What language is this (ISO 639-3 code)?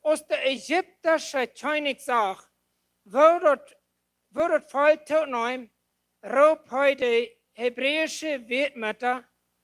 pdt